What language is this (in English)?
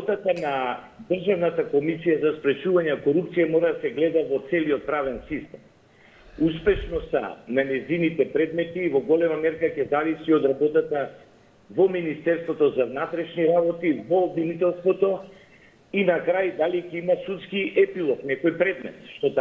Macedonian